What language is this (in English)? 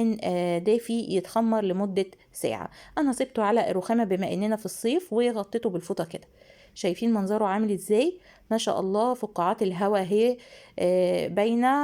Egyptian Arabic